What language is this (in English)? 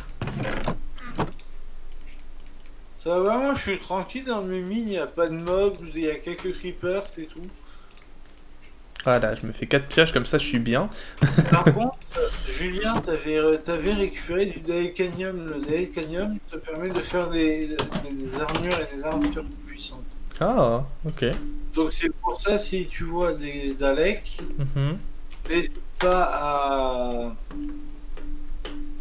French